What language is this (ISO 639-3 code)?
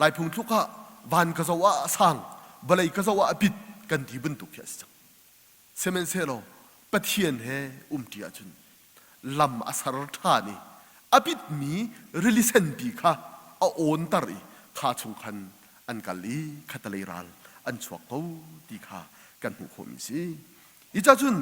cnh